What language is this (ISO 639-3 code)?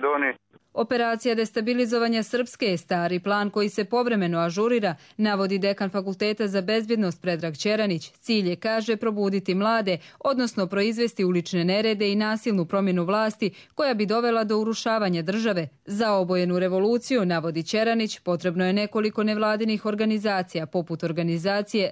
hrv